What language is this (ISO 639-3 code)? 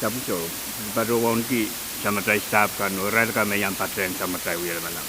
pon